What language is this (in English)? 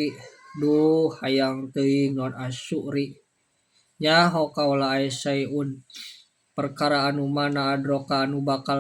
Sundanese